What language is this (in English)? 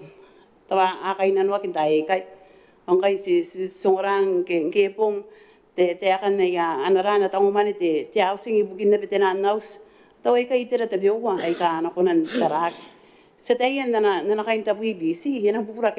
Gilbertese